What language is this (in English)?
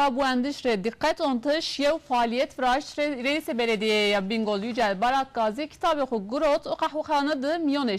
Zaza